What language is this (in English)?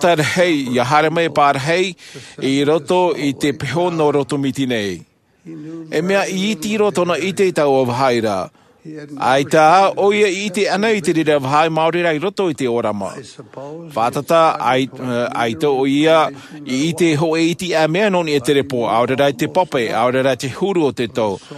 Tahitian